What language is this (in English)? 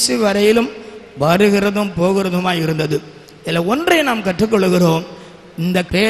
Tamil